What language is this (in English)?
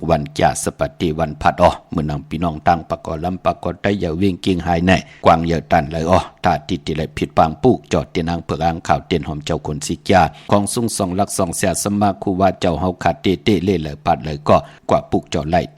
Shan